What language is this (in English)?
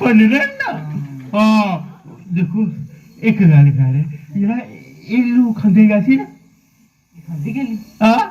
Dogri